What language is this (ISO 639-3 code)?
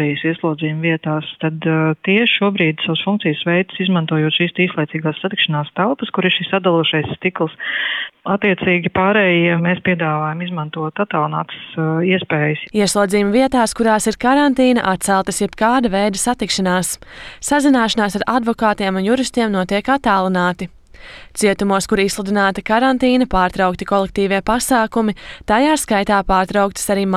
lav